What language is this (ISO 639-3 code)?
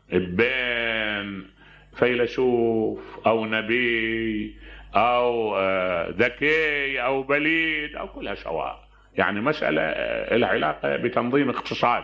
acm